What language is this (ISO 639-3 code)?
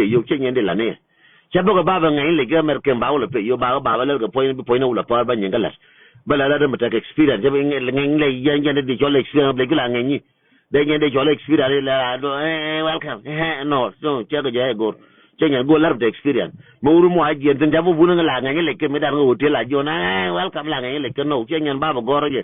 nus